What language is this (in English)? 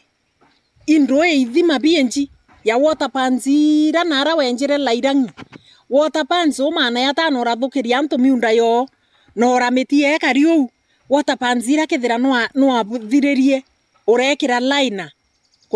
Meru